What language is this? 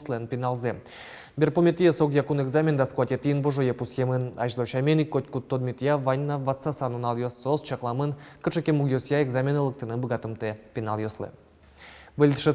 Udmurt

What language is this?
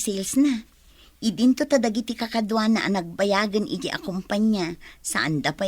Iloko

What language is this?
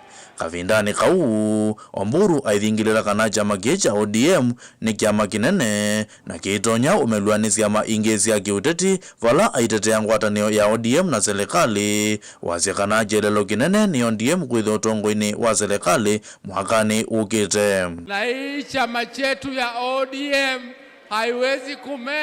Kamba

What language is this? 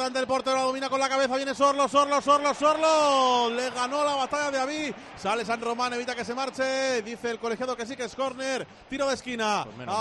Spanish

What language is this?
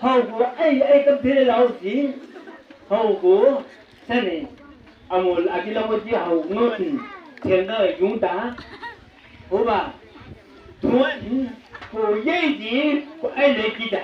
Chang Naga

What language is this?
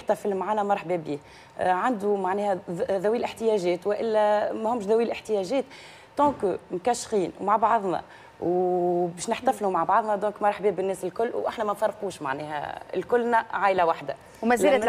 Tunisian Arabic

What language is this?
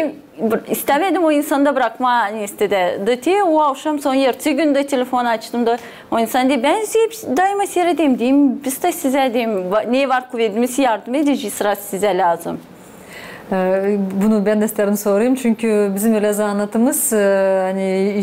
Gagauz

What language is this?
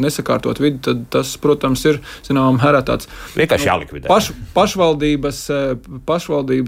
Latvian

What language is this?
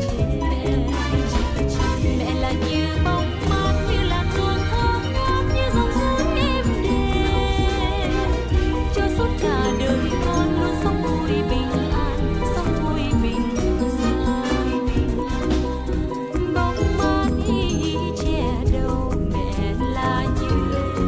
Vietnamese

